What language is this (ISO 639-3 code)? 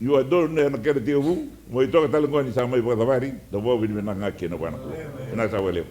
fij